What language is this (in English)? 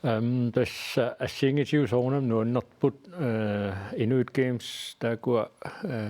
Kalaallisut